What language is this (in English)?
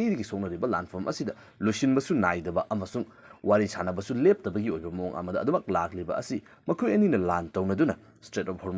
Manipuri